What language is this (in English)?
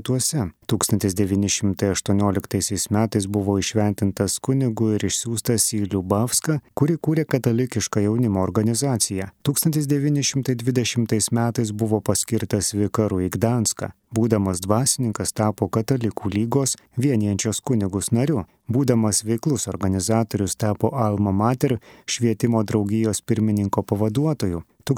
Lithuanian